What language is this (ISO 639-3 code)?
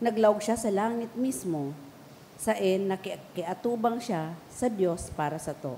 bik